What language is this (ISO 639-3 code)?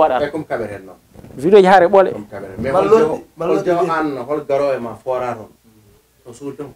ful